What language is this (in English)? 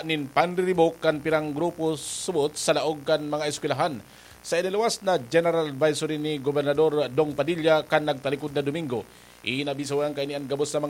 Bikol